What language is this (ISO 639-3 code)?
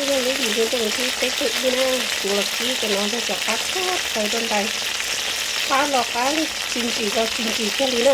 hmn